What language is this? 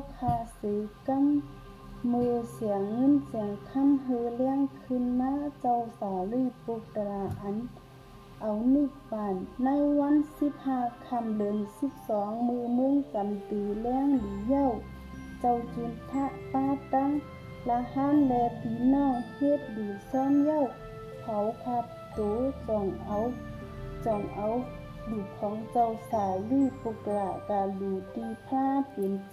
Shan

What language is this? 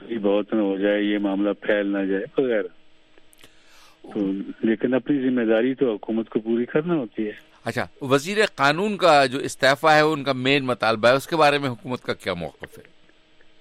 Urdu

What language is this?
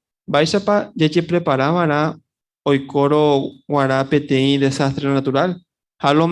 Guarani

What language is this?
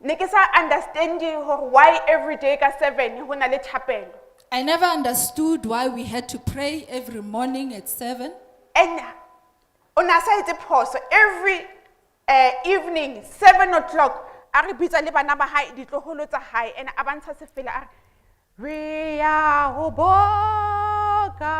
Southern Sotho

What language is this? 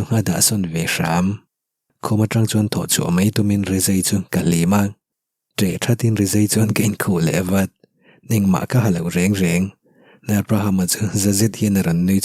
Mizo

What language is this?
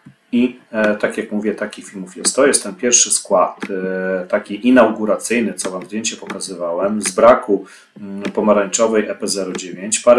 Polish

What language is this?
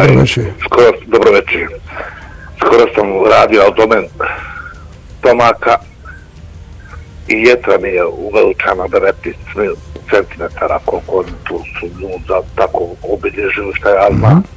Bosnian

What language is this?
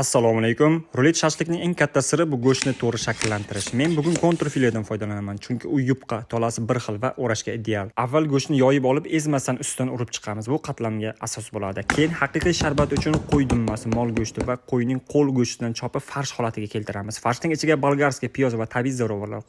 Uzbek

